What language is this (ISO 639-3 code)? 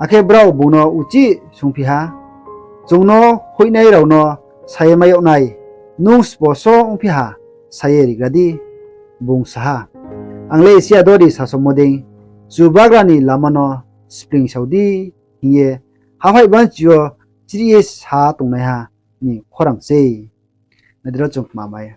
ria